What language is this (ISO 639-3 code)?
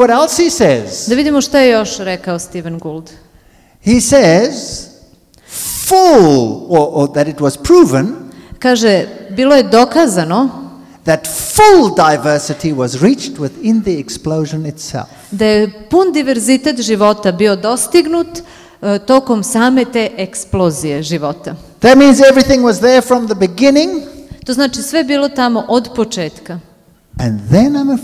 srp